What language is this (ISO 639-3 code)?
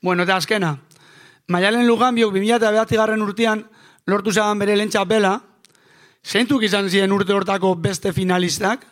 eus